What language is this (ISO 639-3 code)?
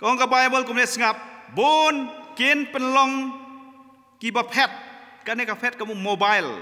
kha